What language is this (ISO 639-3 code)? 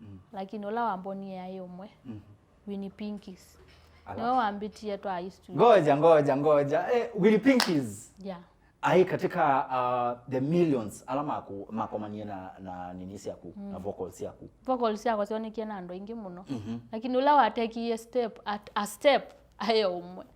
kam